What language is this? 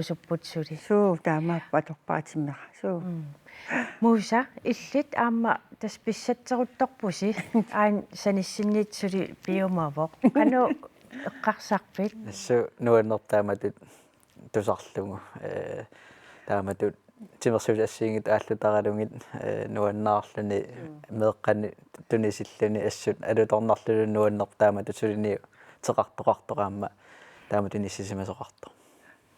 Kalaallisut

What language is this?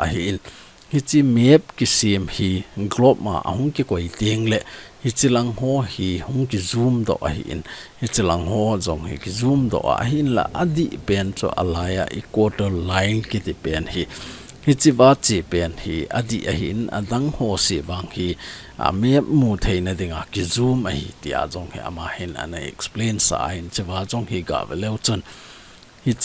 Thado Chin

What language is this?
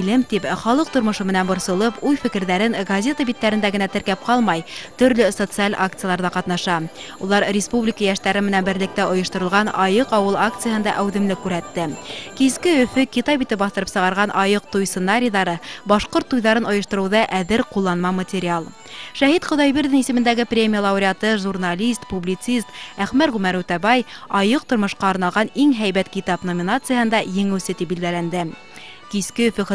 Bashkir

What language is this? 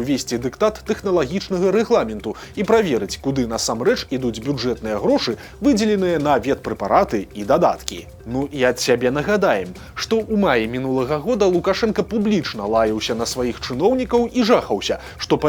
Belarusian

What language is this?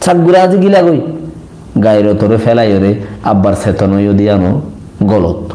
Rohingya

